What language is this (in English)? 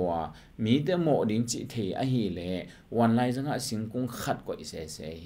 Tedim Chin